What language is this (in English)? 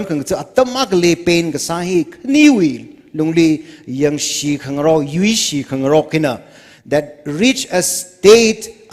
Tangkhul Naga (India)